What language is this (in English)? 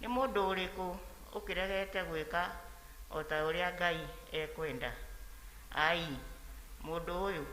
Kikuyu